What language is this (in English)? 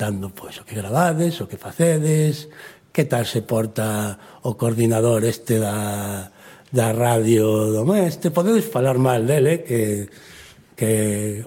Galician